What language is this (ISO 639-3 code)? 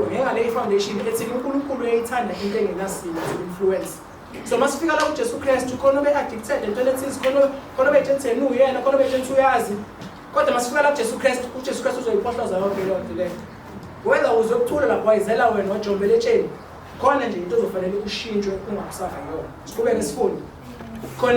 zul